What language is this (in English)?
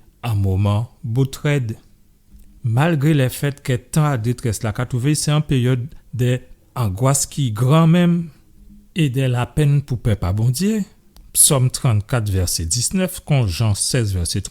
Guadeloupean Creole French